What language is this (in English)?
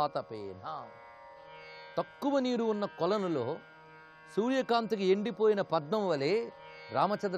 Telugu